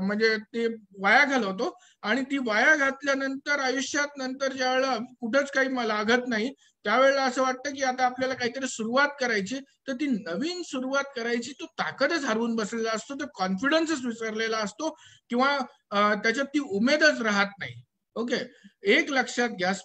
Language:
Marathi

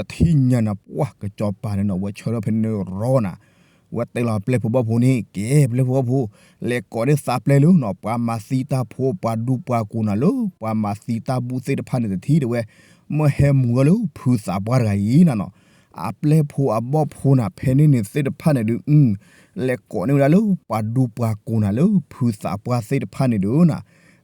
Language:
S'gaw Karen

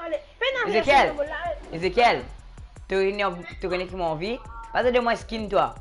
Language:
Morisyen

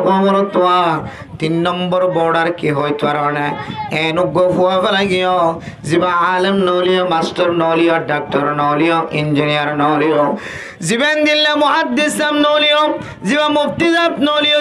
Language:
Rohingya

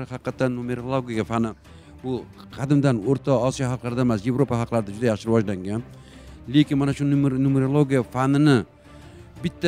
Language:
Uzbek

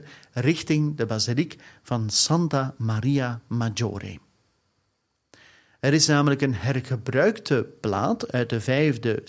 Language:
Dutch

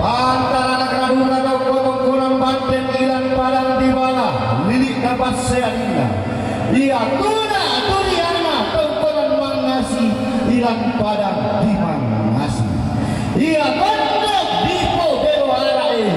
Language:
Toraja-Sa'dan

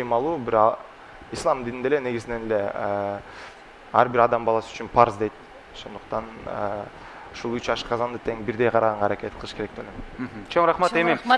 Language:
Kyrgyz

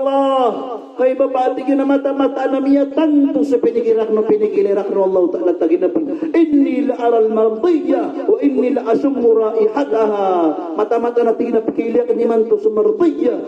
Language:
Maranao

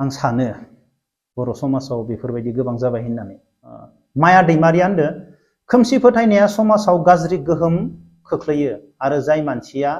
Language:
Bodo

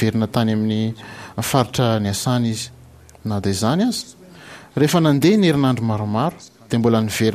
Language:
Malagasy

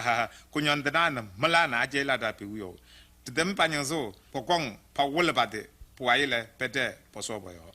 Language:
Kabiyè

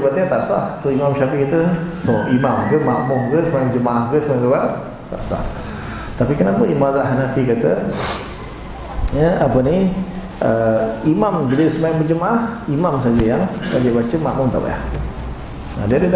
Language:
Malay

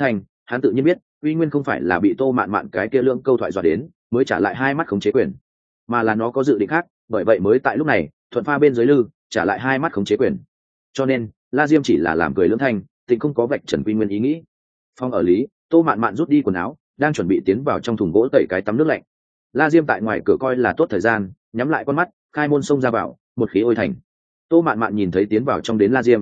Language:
Vietnamese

